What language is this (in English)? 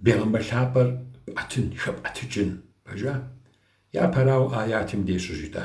Kabardian